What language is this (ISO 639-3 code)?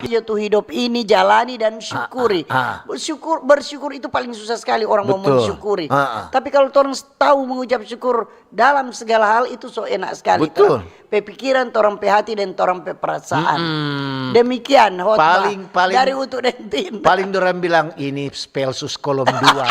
xmm